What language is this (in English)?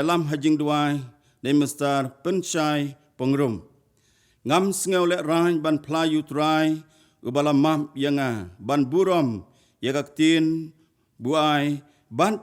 Khasi